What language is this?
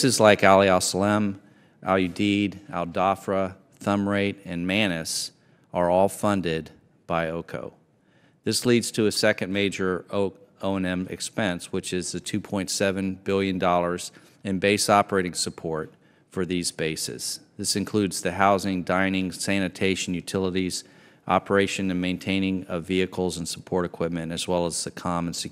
English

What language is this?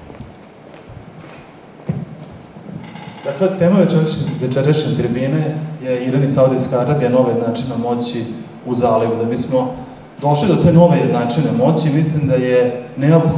Serbian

